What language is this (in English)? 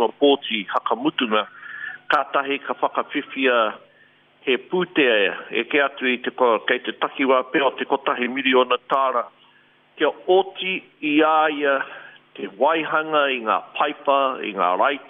Māori